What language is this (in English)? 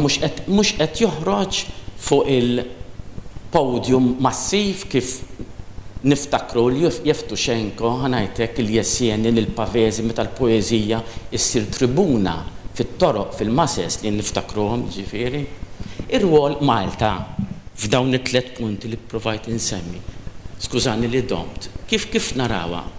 Maltese